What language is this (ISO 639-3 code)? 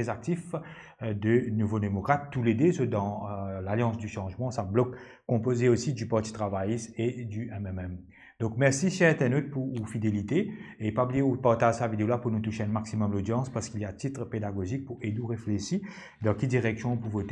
mfe